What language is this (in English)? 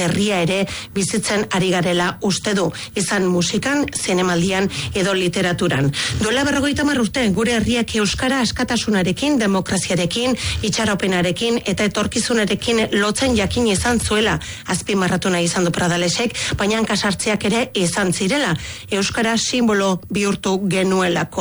Basque